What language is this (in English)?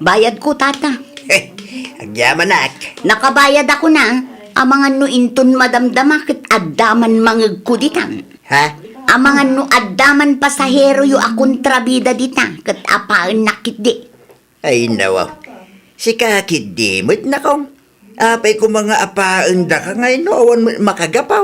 Iloko